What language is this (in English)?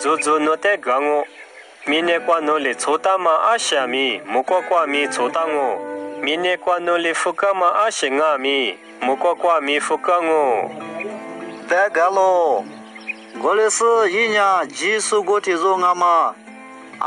Lisu